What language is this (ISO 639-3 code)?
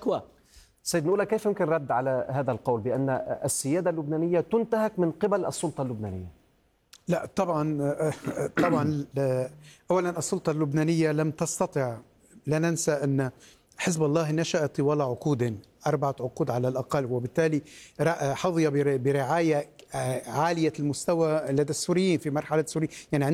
ara